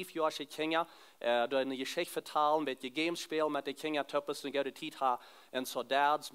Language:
Plautdietsch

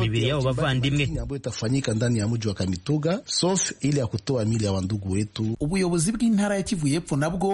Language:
Kinyarwanda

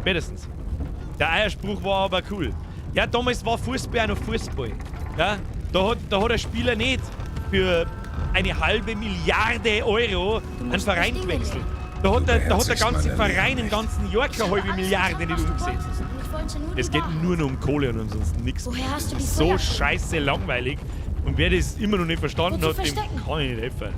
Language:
Bavarian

